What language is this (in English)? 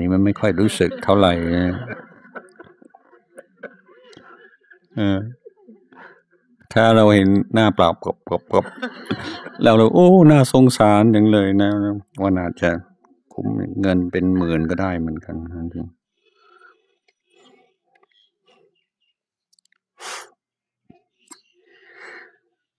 Thai